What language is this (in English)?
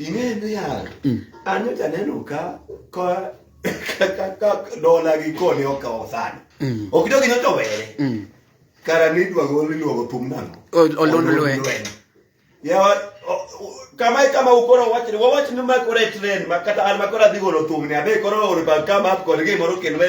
Luo (Kenya and Tanzania)